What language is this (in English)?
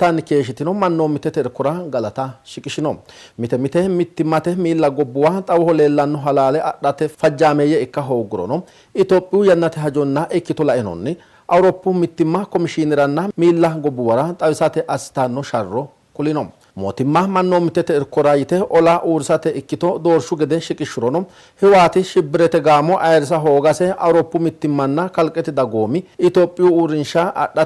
Sidamo